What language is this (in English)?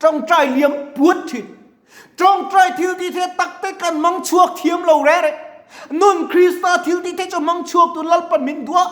Mizo